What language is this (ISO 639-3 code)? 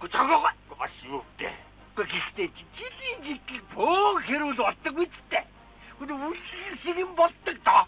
mon